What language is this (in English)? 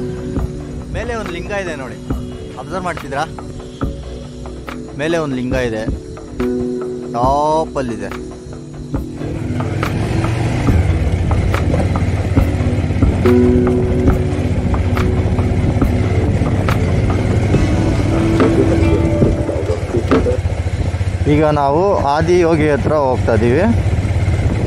Kannada